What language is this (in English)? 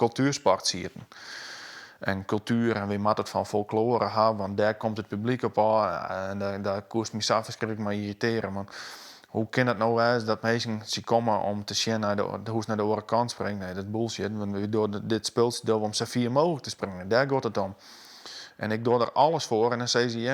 Western Frisian